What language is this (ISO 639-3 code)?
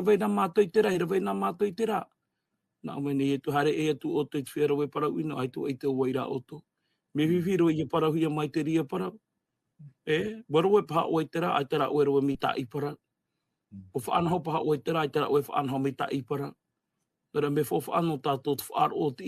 tah